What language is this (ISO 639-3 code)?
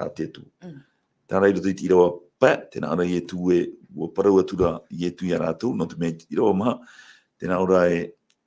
tah